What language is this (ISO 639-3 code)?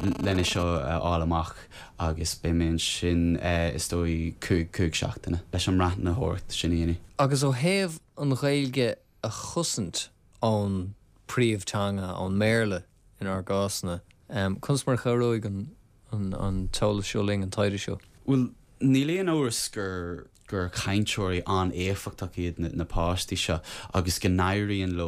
gle